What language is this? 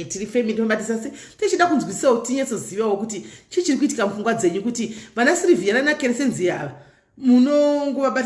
Shona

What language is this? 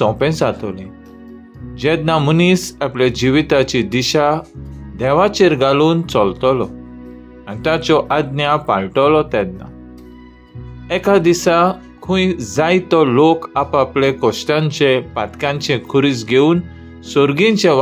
Konkani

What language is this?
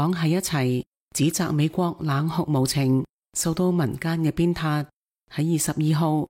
Cantonese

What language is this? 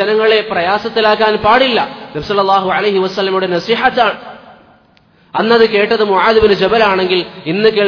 Malayalam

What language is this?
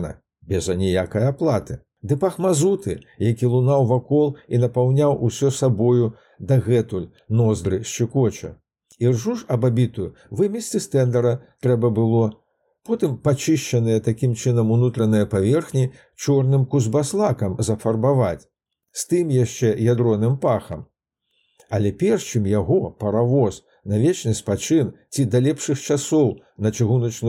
Belarusian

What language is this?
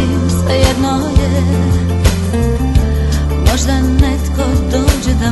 Croatian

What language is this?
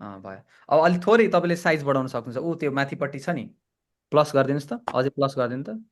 Nepali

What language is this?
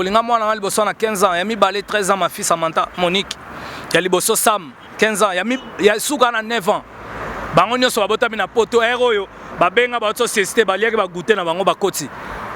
Lingala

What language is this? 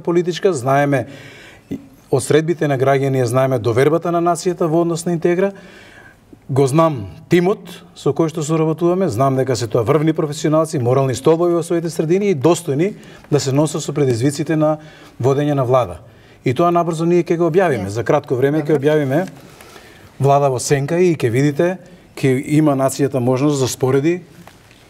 Macedonian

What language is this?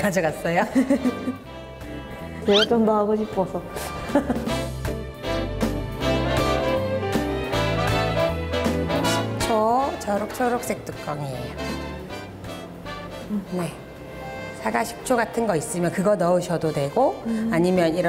Korean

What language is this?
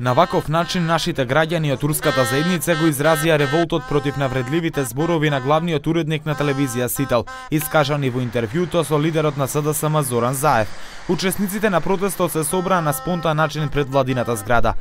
Macedonian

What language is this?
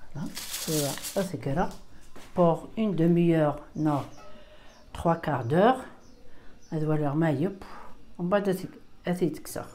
Kabyle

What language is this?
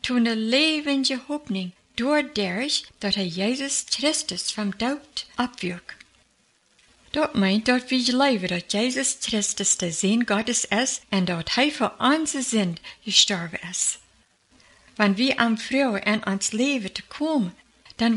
German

